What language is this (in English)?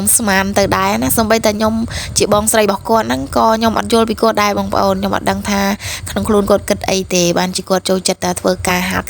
Khmer